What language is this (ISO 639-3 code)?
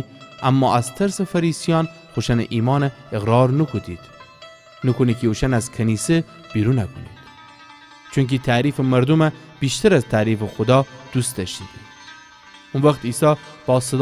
glk